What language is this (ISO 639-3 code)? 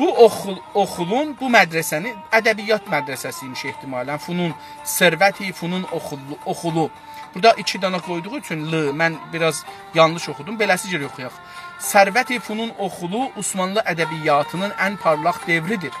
azb